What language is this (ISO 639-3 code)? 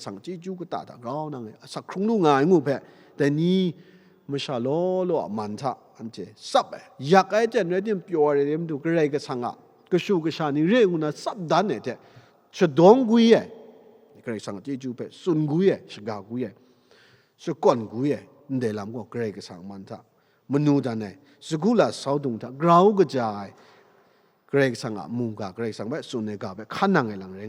kac